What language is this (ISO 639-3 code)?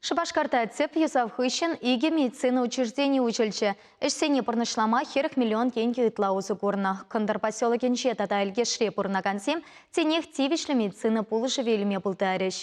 chv